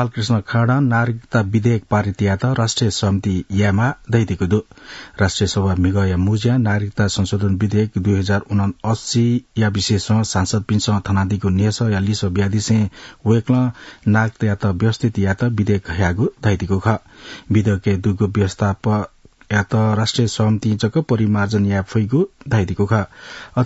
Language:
Newari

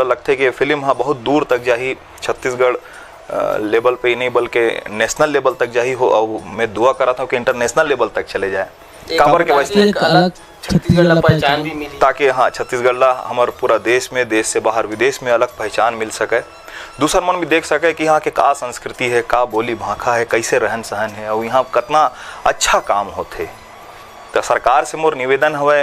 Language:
Chhattisgarhi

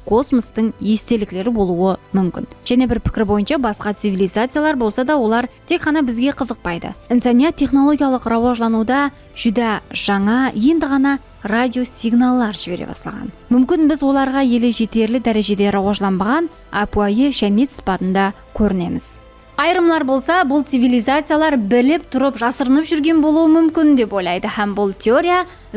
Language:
Kara-Kalpak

